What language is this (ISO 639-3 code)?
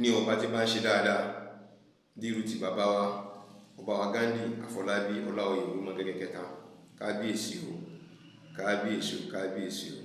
yor